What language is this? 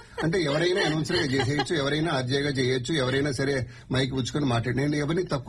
Telugu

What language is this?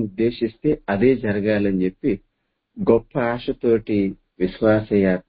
Telugu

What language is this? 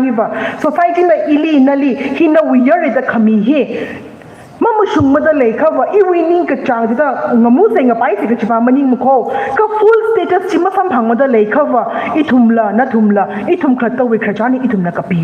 Tangkhul Naga (India)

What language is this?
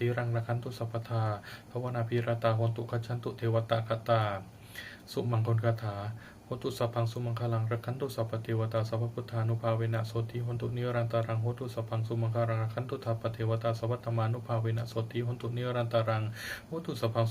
Pali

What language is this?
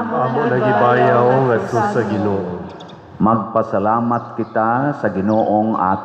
Cebuano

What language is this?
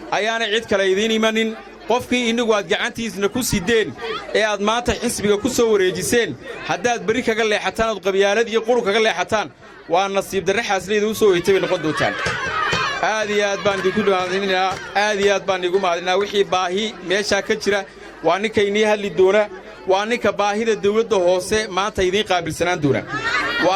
Somali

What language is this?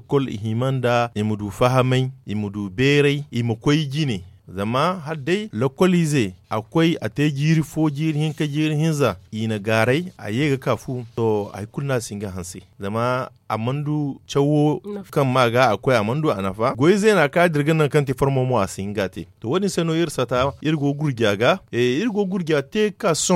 Zarma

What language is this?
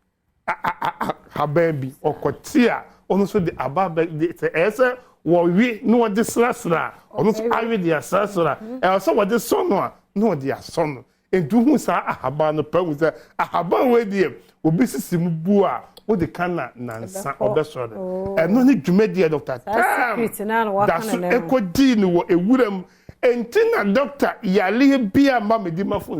Akan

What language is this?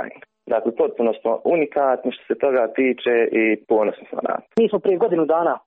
Croatian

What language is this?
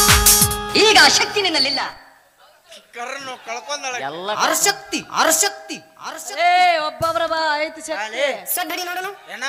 Kannada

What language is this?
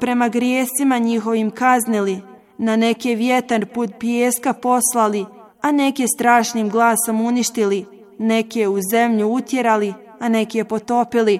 Bosnian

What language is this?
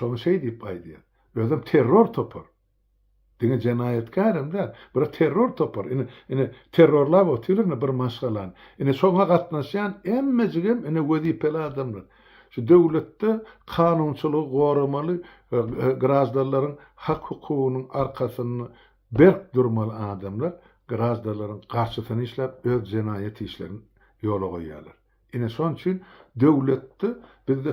Turkmen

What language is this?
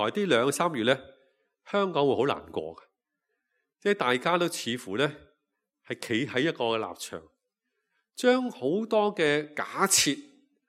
Cantonese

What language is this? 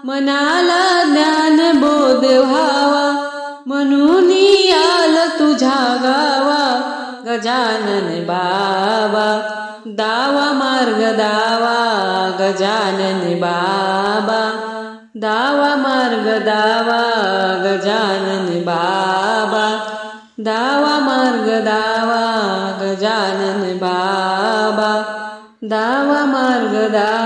Marathi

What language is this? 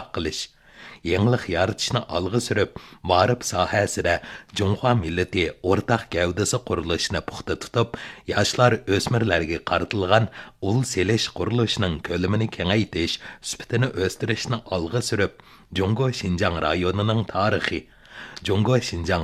Uyghur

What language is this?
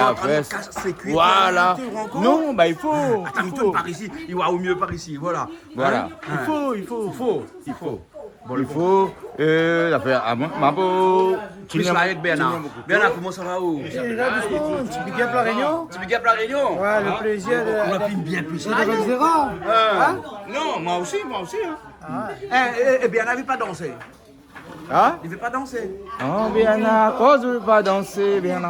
Réunion Creole French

